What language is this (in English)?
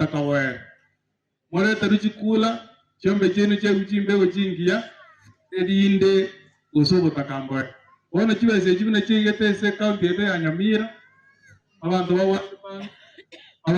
Gusii